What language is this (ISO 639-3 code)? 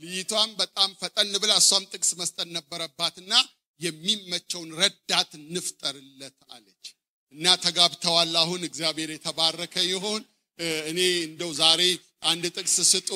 amh